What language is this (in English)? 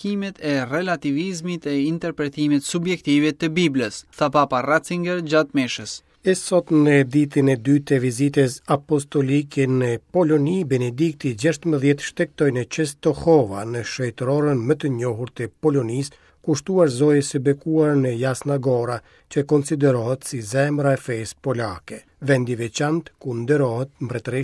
Albanian